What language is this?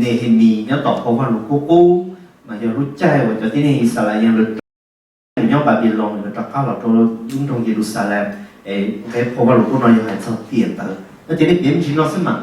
Hmong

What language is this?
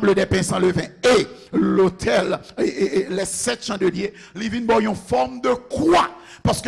Haitian Creole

